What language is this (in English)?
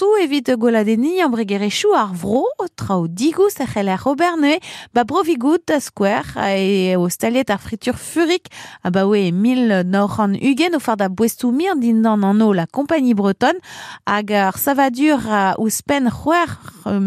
Breton